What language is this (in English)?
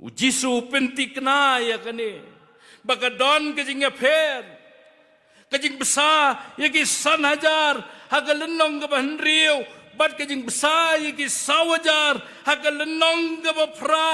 Khasi